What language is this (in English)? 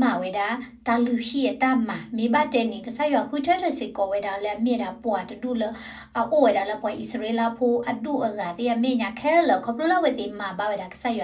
S'gaw Karen